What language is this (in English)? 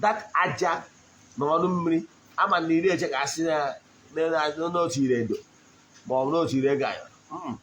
Igbo